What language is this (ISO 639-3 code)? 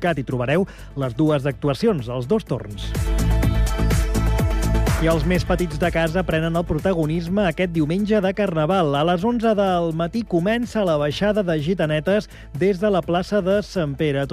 cat